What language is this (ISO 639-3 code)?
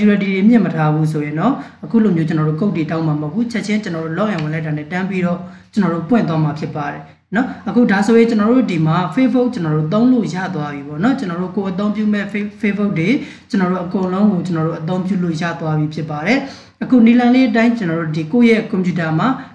mya